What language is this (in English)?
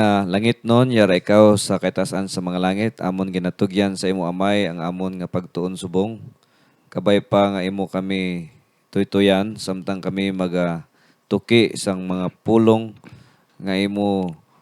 Hiligaynon